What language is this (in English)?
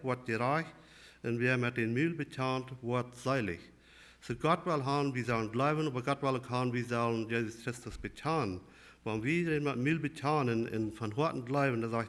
Plautdietsch